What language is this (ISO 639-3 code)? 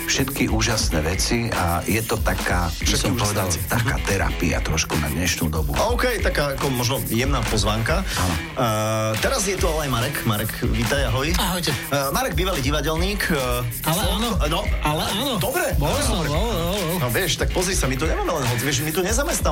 slk